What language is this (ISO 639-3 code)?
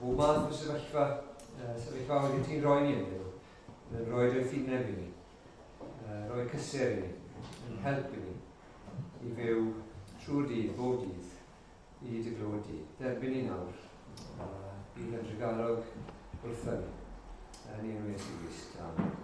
cym